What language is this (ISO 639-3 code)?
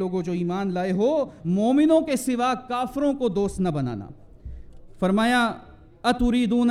urd